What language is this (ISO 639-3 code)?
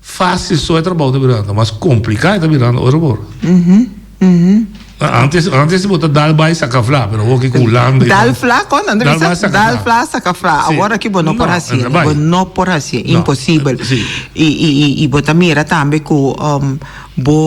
pap